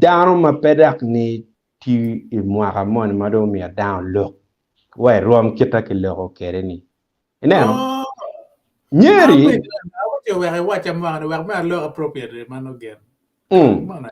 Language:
Acoli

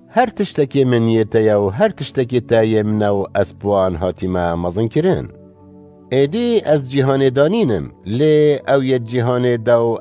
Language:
Kurdish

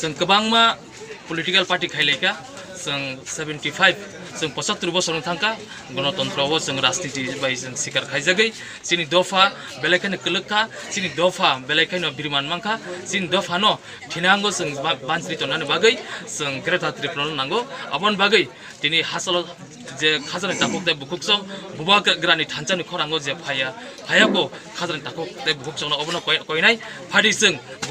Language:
Kok Borok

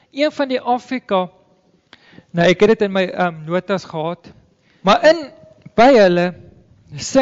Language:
Afrikaans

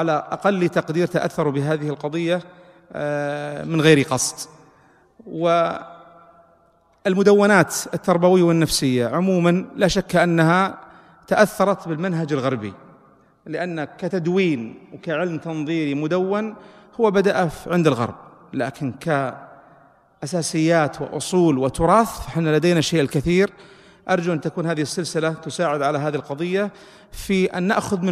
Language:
Arabic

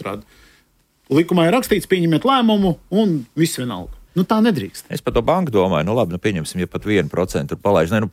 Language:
Latvian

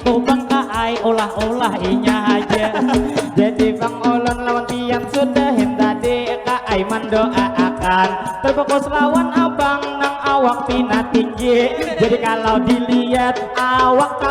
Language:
Banjar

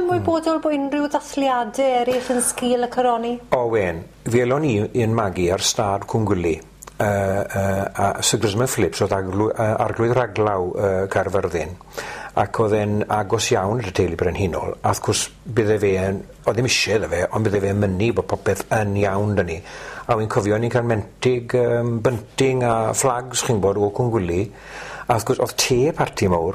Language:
Welsh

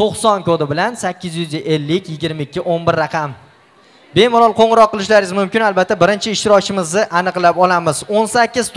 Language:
Uzbek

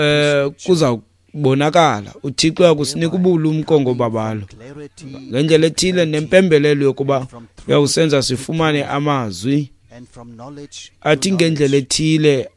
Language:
Xhosa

